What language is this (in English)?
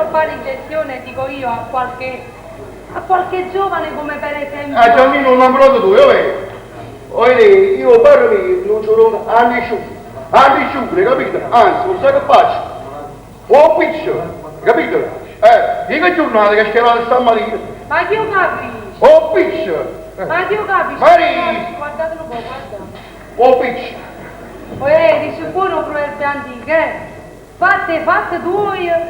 Neapolitan